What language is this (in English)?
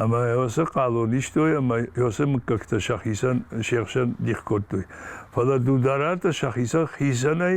Ossetic